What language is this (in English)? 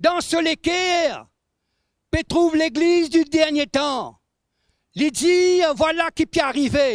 Morisyen